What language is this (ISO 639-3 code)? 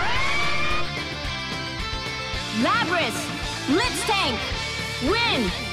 jpn